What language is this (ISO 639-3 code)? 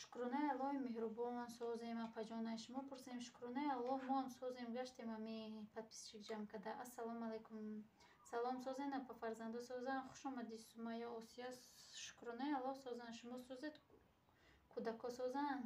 tgk